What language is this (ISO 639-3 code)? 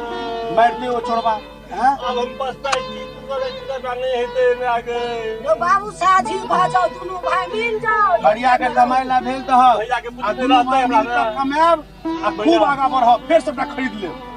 mai